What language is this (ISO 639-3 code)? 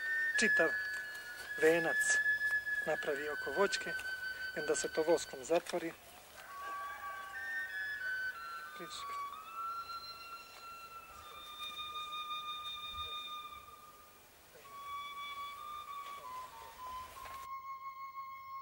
srp